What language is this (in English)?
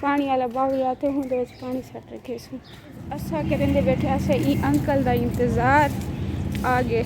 Saraiki